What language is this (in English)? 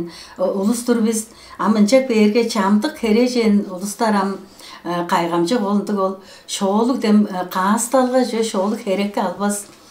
Tuvinian